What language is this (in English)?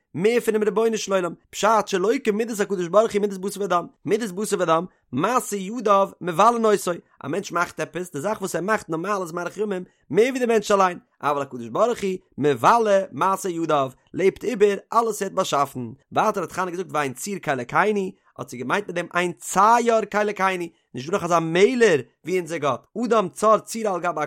Yiddish